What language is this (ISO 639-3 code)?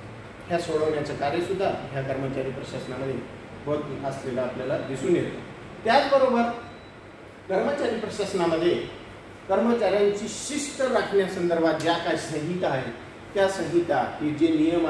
mar